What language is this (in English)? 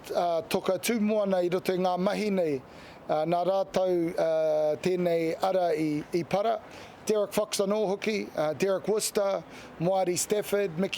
Māori